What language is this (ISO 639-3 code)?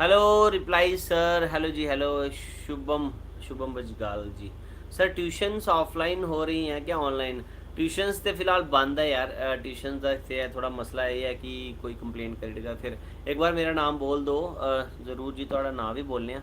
doi